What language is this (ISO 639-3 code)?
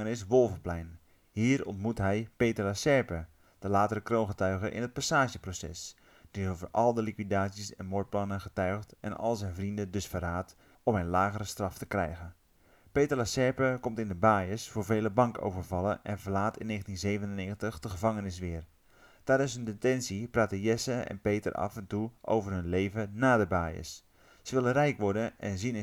nld